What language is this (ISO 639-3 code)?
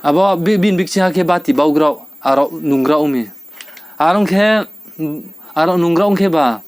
ria